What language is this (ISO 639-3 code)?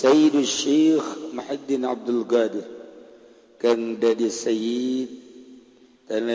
sun